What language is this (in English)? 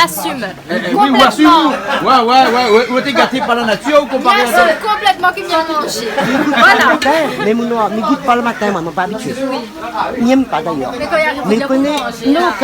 Réunion Creole French